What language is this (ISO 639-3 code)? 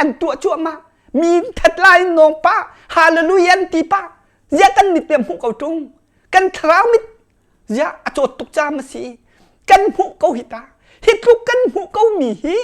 cnh